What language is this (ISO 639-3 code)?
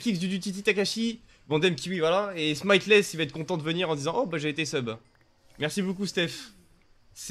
fra